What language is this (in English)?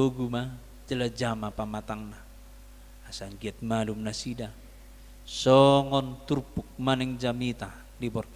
Batak Toba